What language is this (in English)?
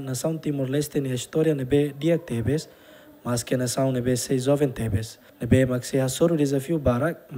Tetum